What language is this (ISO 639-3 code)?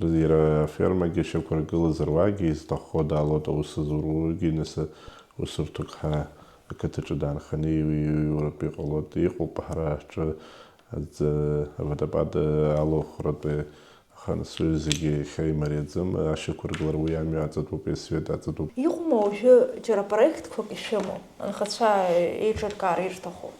abk